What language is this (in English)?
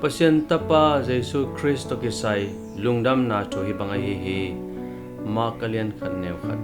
Tedim Chin